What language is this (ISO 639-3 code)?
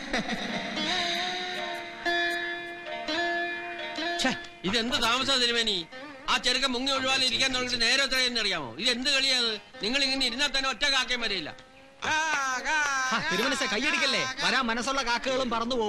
mal